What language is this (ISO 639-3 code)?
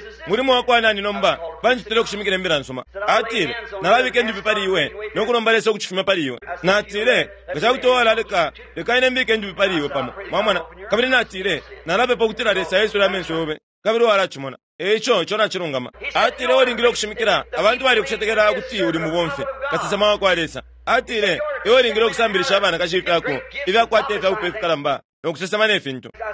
bem